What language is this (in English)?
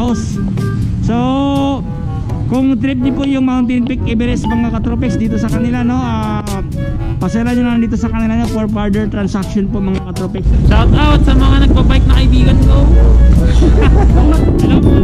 Filipino